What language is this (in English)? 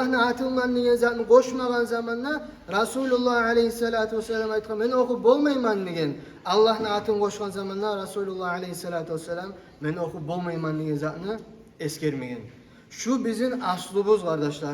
Kumyk